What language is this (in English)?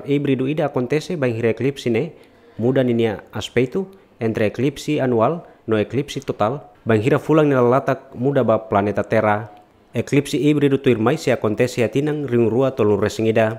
Tetum